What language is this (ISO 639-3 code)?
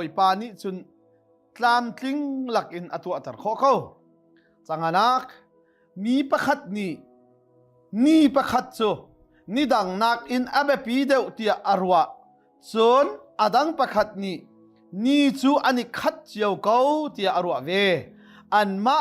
cnh